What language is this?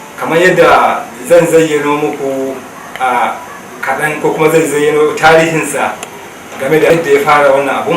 Hausa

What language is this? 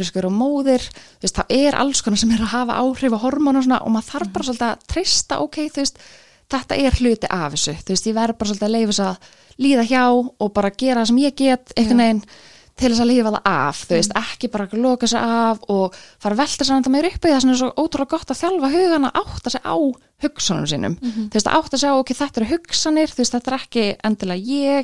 Icelandic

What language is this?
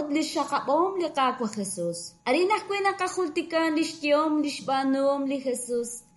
Kekchí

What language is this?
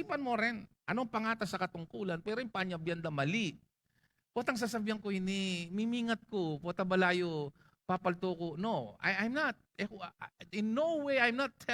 Pampanga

